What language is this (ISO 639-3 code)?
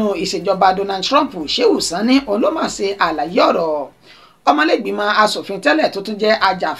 yor